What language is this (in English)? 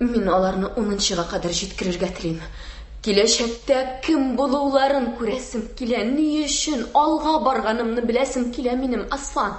Tatar